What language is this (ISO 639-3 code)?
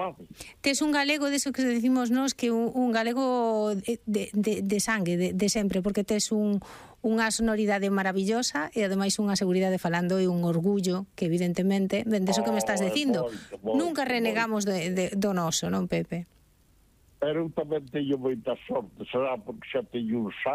glg